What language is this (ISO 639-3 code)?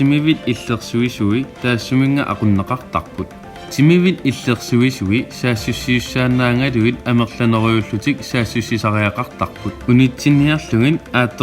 kal